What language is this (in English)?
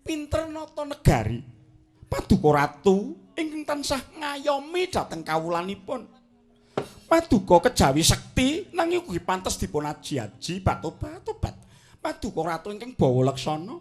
Javanese